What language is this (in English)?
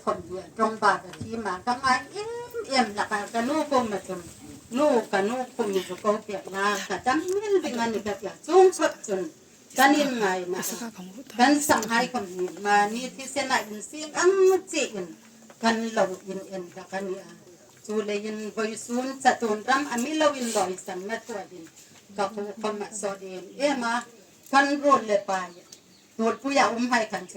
Hmar